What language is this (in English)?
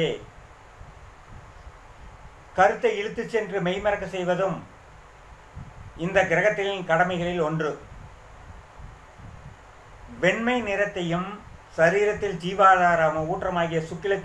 Tamil